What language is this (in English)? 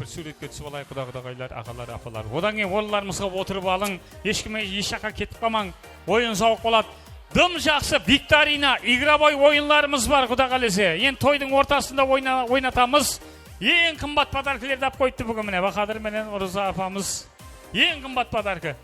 Kara-Kalpak